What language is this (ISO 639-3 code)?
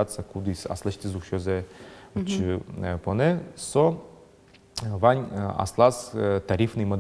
udm